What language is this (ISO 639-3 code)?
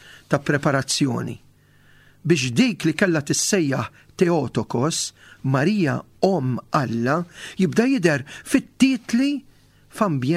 mlt